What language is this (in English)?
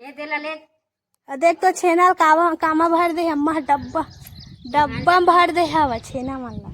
Chhattisgarhi